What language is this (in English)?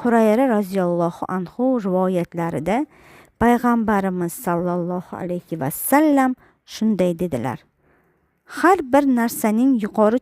Uzbek